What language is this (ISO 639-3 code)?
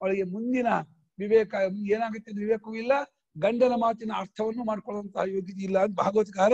kan